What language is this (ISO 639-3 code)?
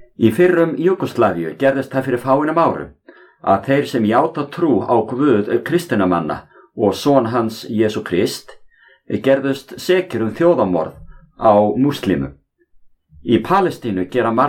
isl